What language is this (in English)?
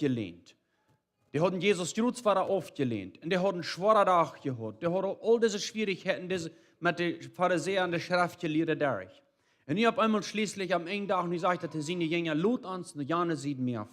Plautdietsch